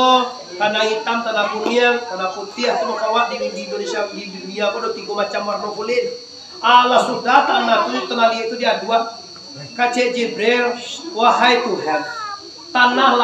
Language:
Minangkabau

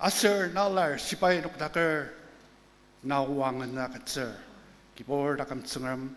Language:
Ao Naga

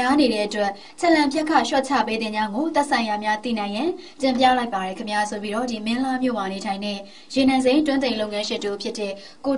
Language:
Burmese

